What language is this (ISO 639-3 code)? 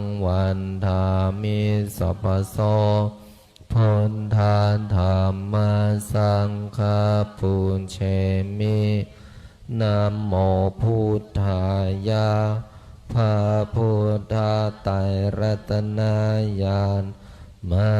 pli